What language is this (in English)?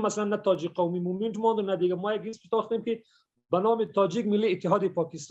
Persian